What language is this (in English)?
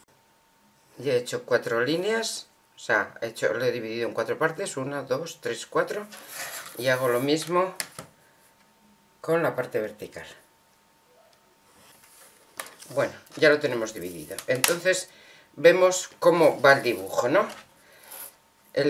Spanish